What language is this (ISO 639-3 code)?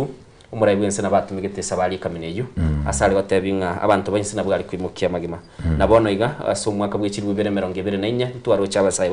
guz